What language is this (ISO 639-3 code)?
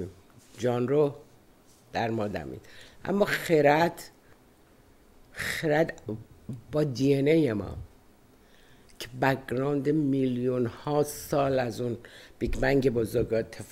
fas